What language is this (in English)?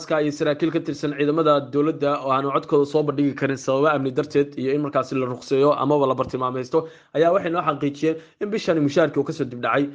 Somali